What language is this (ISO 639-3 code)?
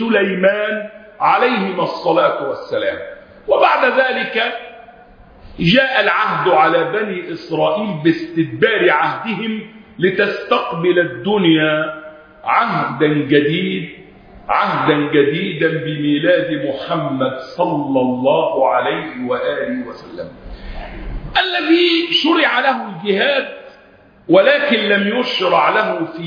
ara